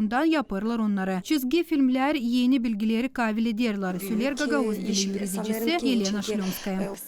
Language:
Gagauz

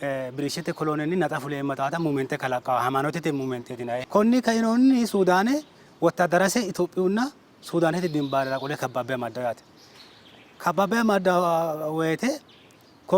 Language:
Sidamo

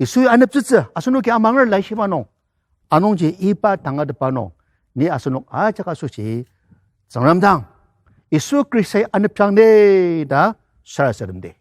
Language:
Ao Naga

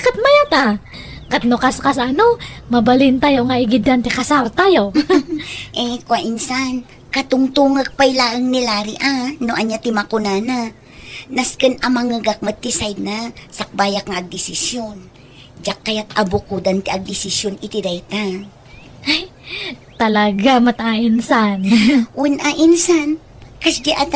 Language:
Iloko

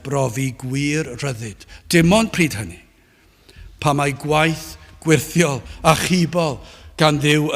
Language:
Welsh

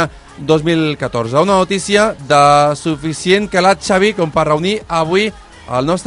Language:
Catalan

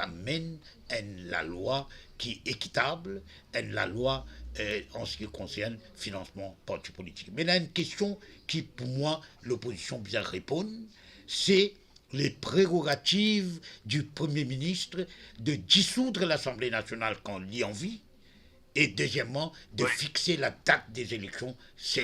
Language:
Morisyen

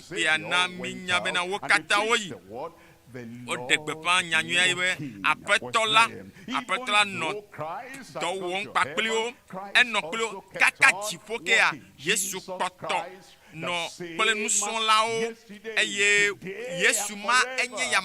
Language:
Ewe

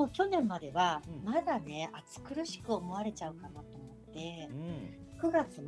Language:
Japanese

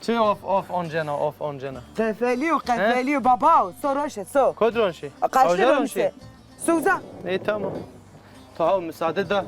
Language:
Zaza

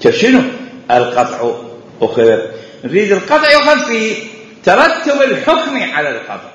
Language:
Mesopotamian Arabic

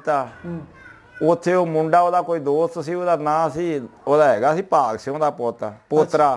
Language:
Punjabi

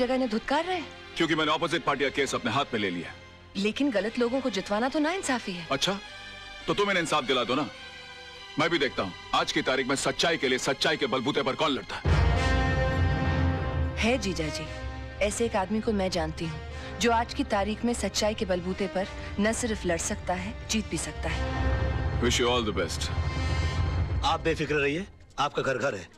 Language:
Hindi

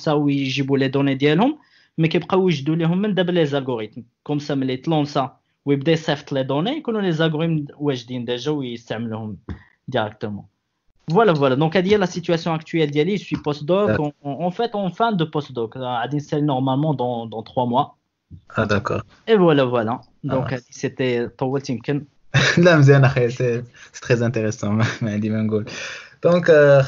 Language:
Moroccan Arabic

